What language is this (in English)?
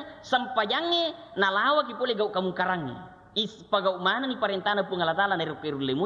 Buginese